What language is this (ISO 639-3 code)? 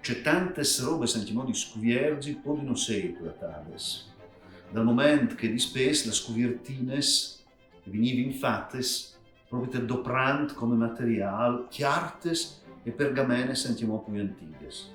fur